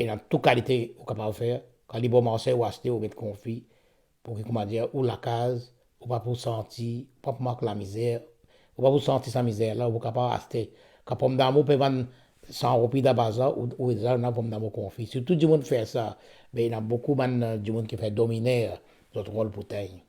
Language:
Morisyen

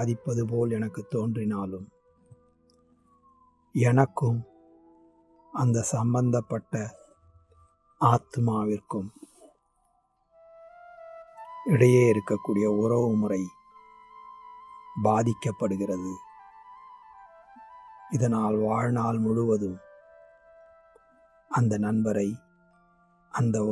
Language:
Tamil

